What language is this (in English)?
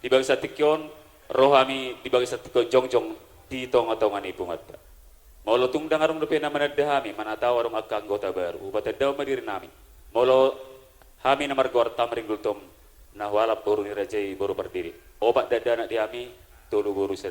Batak Toba